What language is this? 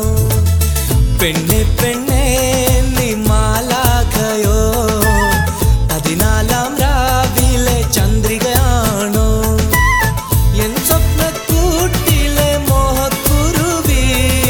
Malayalam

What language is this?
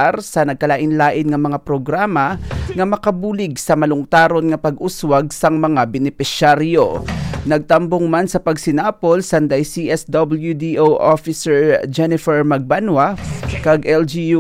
Hiligaynon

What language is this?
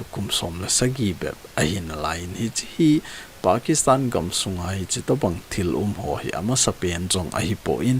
Thado Chin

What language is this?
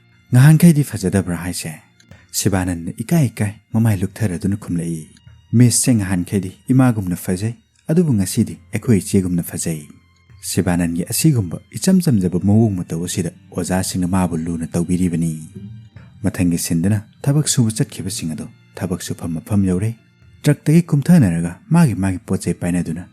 Manipuri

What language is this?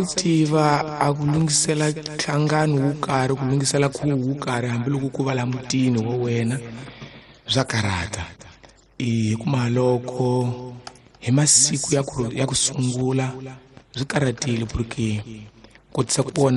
Tsonga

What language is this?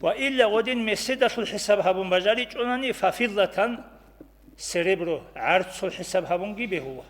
Avaric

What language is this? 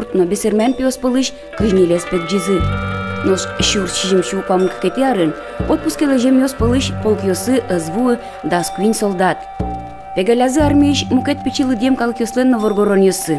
Udmurt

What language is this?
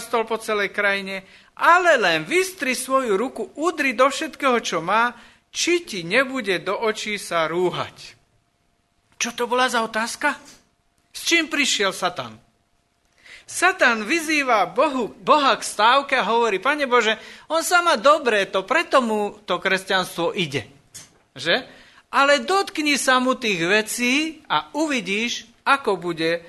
Slovak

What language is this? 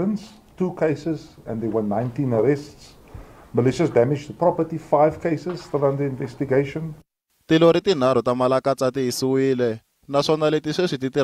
Tsonga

